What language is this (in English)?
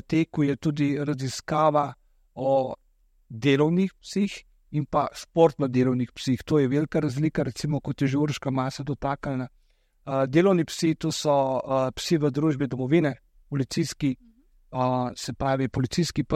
Slovenian